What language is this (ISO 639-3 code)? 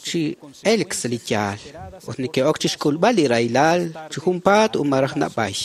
kek